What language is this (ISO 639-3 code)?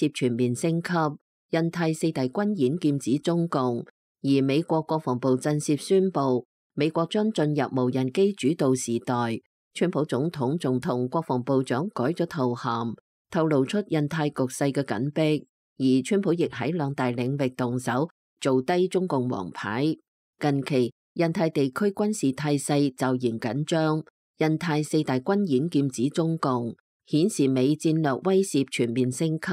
yue